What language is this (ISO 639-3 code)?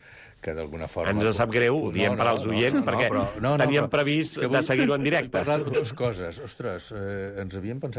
cat